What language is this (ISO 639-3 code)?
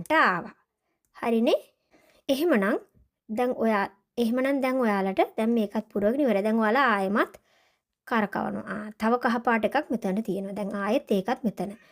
sin